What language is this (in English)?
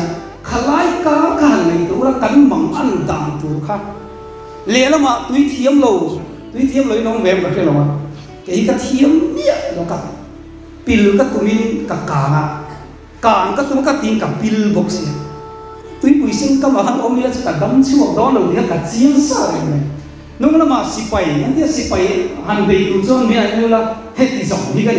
Mizo